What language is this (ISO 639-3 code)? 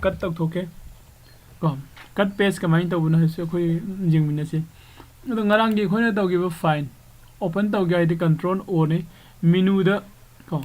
mni